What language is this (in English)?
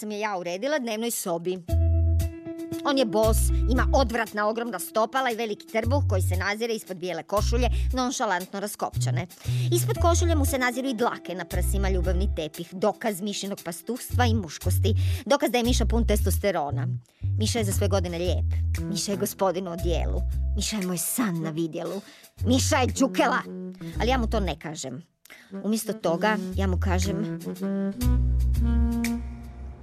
Croatian